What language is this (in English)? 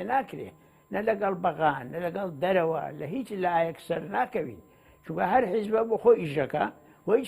Central Kurdish